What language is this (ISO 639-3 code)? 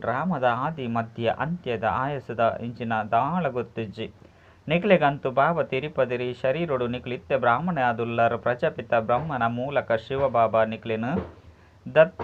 tcy